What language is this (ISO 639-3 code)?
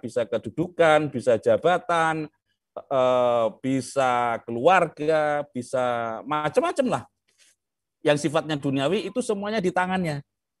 ind